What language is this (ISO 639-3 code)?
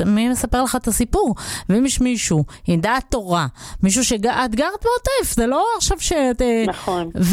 heb